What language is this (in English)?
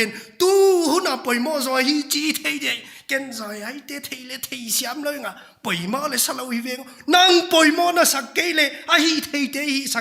Paite Chin